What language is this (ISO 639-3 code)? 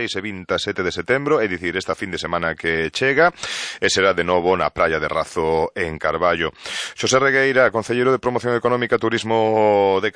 glg